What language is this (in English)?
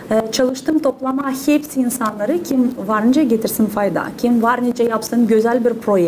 Gagauz